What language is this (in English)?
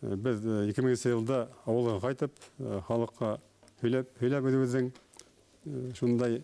Bashkir